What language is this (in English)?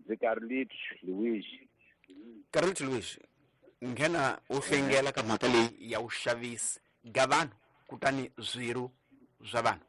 Tsonga